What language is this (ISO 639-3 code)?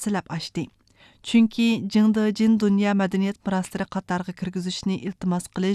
uig